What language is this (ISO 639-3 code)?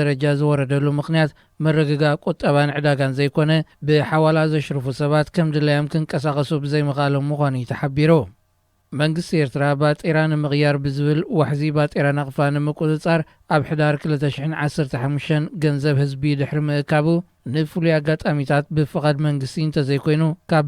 tir